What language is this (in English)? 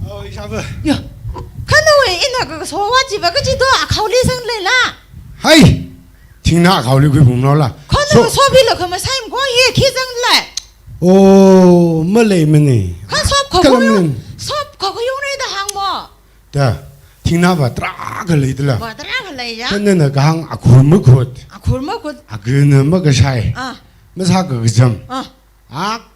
Tangkhul Naga (India)